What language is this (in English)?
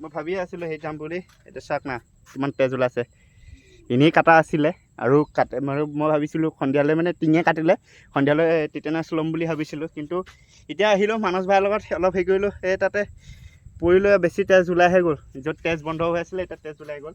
Assamese